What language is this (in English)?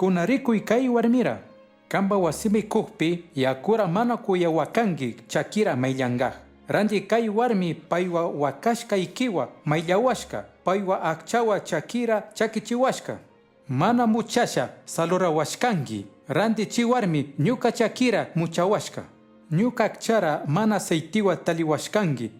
Chimborazo Highland Quichua